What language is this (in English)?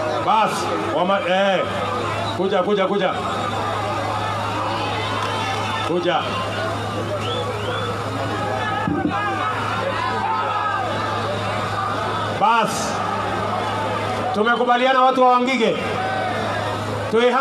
Swahili